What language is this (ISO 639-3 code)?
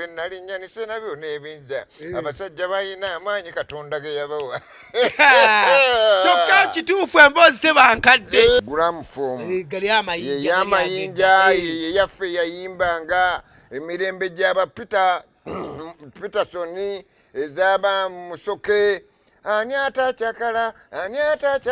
lug